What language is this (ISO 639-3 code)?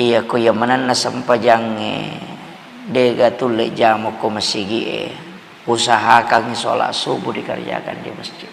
bug